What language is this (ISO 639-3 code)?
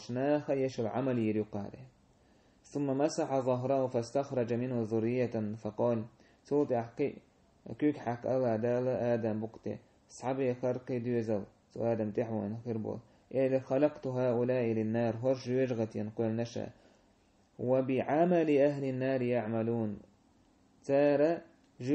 che